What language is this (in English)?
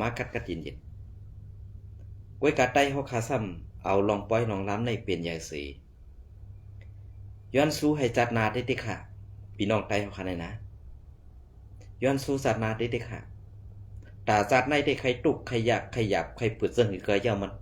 Shan